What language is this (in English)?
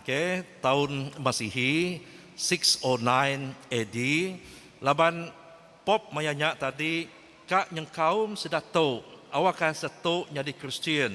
Iban